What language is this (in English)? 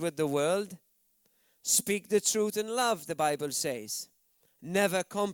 English